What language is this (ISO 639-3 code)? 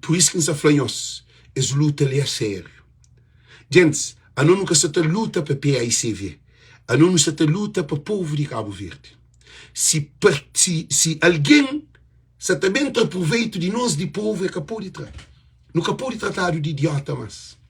kea